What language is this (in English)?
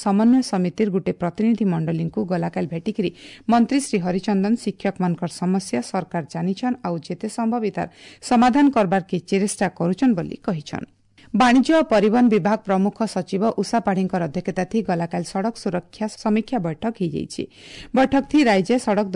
Odia